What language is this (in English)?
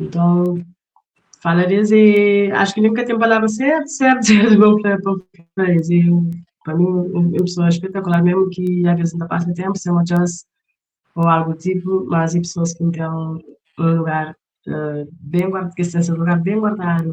Kabuverdianu